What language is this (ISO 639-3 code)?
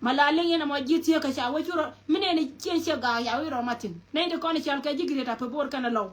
nus